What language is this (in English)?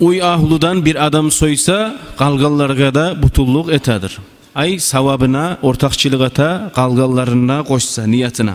Kumyk